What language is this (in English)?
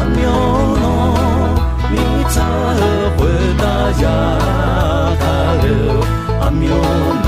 Akha